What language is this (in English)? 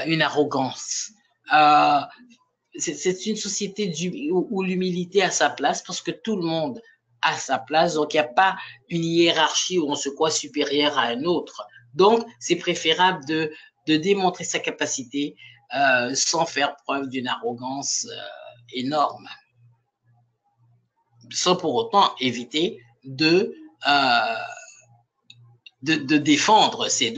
French